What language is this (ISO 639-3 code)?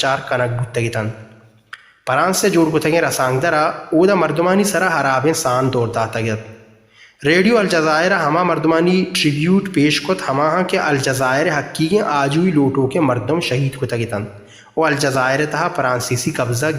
bal